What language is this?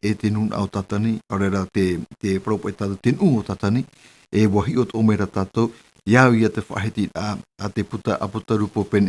Tahitian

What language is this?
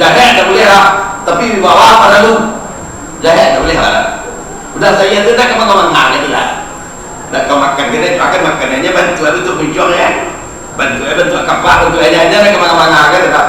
Minangkabau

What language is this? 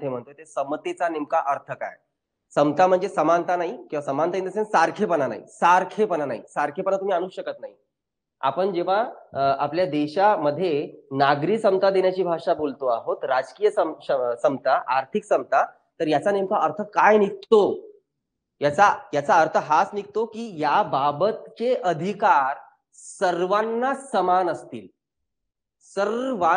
Marathi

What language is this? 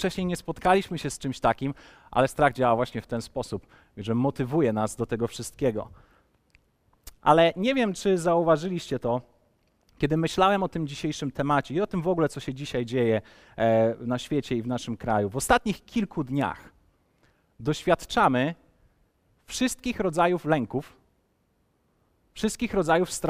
Polish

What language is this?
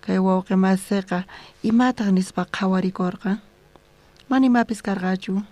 South Bolivian Quechua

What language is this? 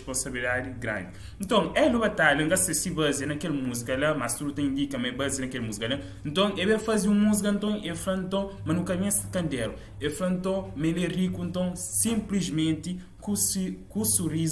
Kabuverdianu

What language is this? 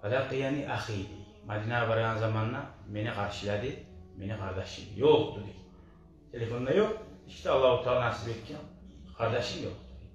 Kumyk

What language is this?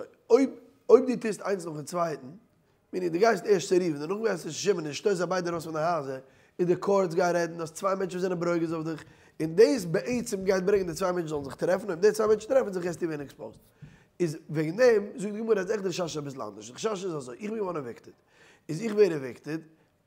Yiddish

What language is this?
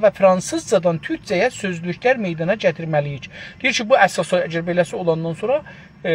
South Azerbaijani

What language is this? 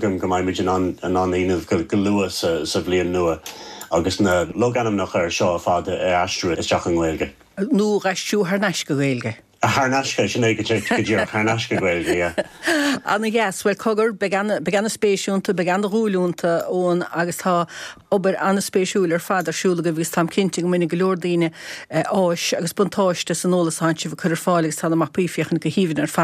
Irish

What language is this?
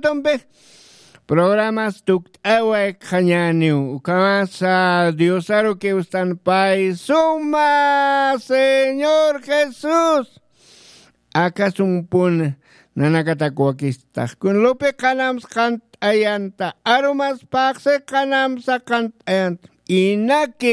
Aymara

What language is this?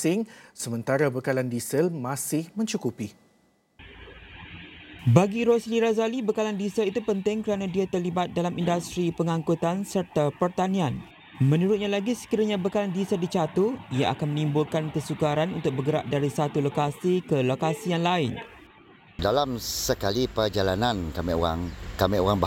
Malay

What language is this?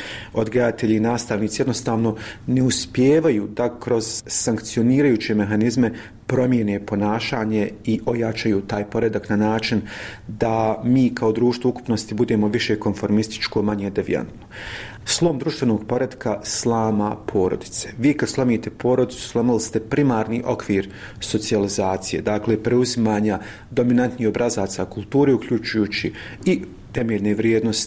Bosnian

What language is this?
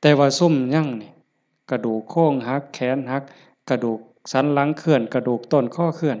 Lao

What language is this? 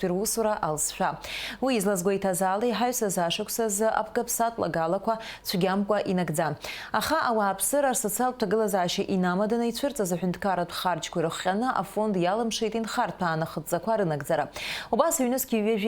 Abkhazian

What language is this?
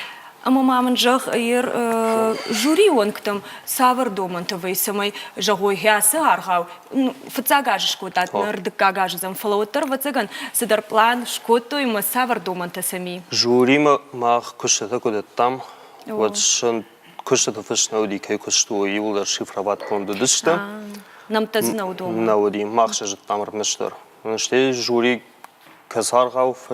Ossetic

